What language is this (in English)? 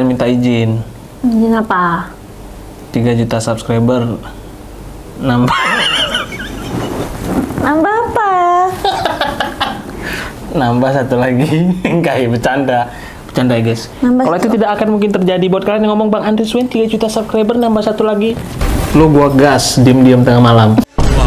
Indonesian